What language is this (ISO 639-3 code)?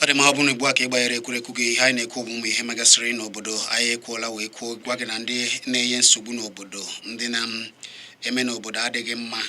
ibo